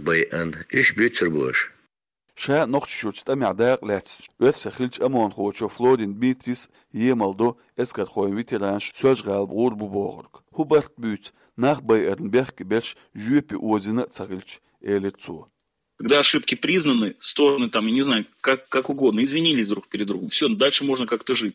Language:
Chechen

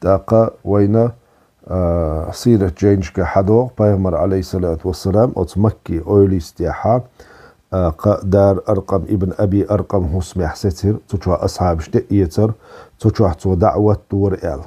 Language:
Chechen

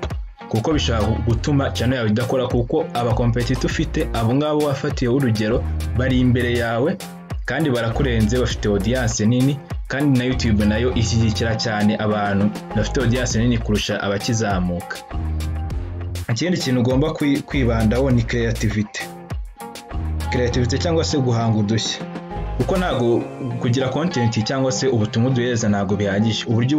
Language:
Kinyarwanda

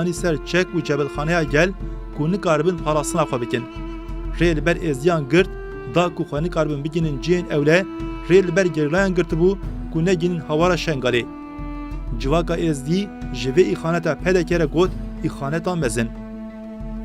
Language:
Kurdish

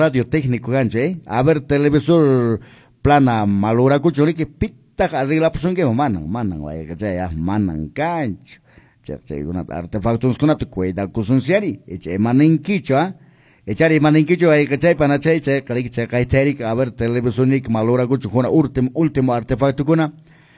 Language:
Quechua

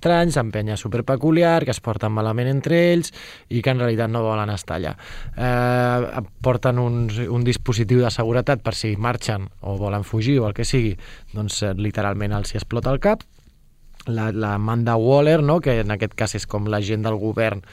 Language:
Catalan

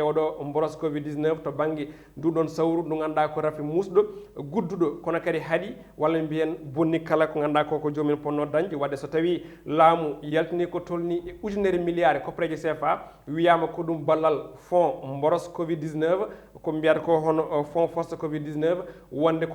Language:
Fula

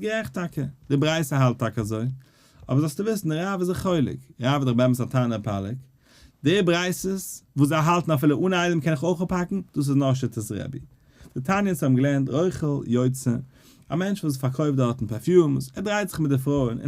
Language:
Yiddish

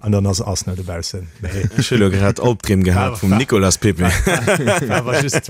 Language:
Luxembourgish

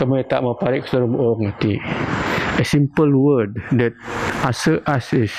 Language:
Biatah Bidayuh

